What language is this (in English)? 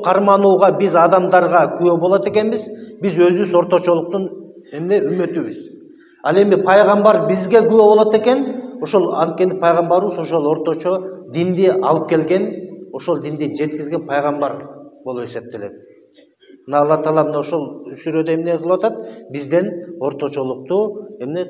Kyrgyz